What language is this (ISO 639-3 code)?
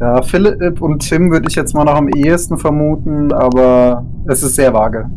gsw